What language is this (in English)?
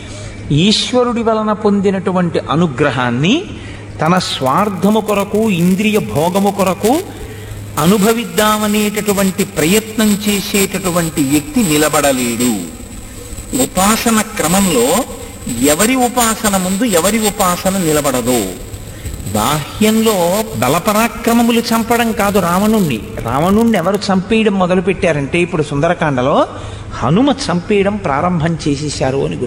Telugu